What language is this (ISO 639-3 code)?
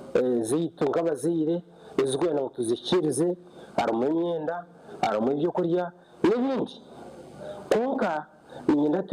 nyn